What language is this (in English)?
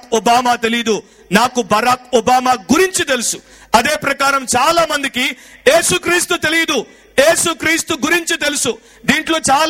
Telugu